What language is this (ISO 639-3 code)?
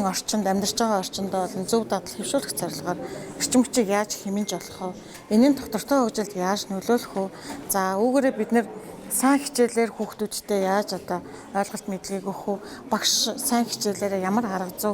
mon